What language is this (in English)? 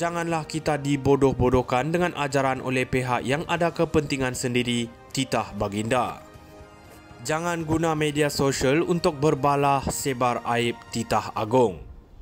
Malay